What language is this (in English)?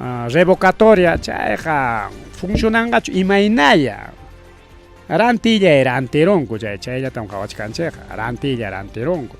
Ayacucho Quechua